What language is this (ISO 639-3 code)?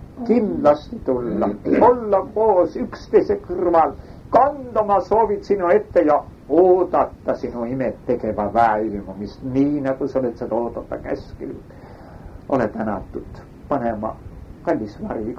est